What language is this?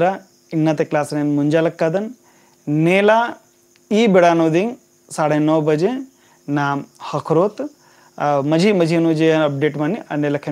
Kurukh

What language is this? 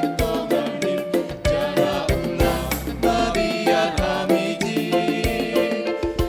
Batak Simalungun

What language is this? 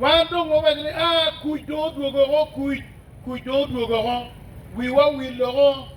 Acoli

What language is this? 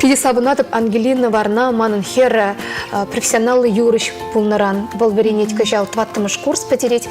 Chuvash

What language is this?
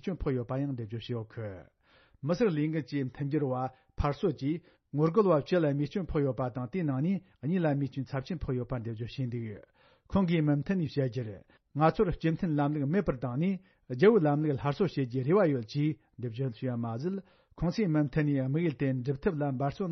Tibetan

